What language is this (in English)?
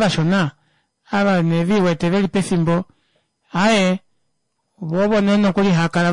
Kuanyama